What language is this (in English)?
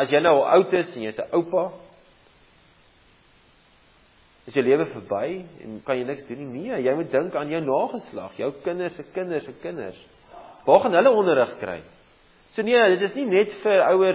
Afrikaans